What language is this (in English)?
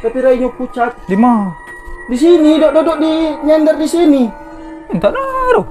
Musi